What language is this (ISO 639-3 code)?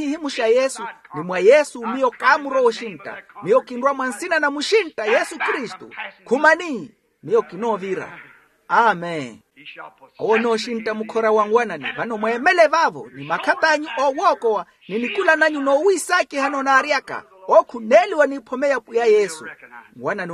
vmw